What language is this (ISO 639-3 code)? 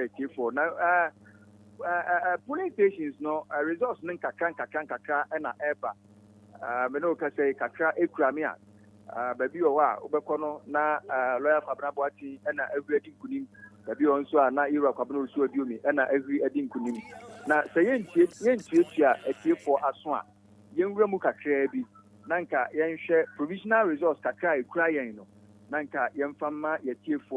aka